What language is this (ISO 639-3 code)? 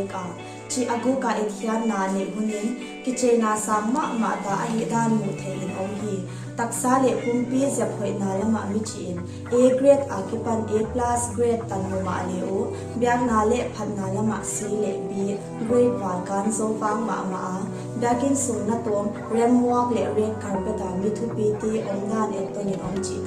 pck